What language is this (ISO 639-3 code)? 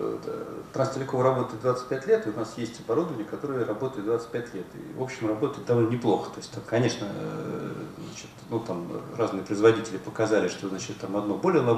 rus